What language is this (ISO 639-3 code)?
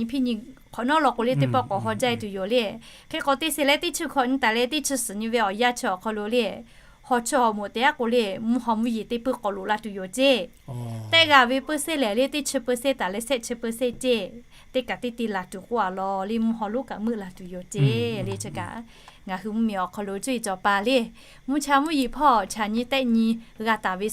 lhu